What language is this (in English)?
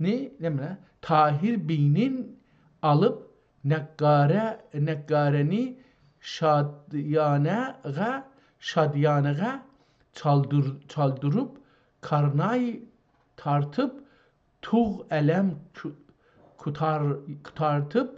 South Azerbaijani